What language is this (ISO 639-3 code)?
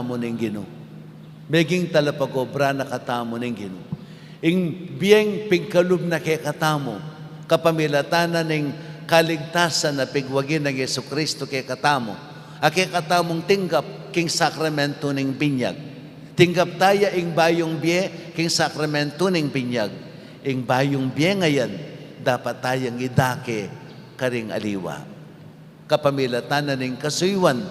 pam